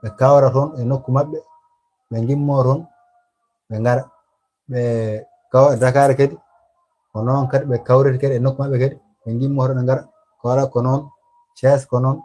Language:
Fula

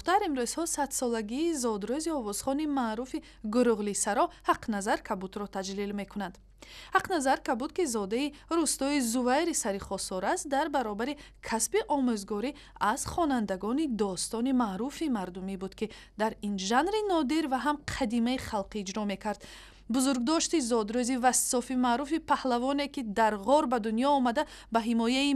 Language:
Tajik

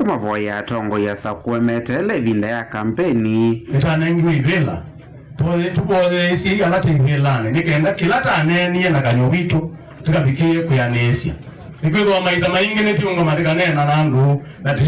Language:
Kamba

